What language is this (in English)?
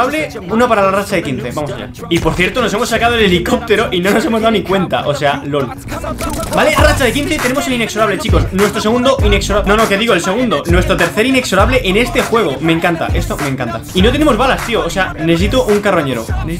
Spanish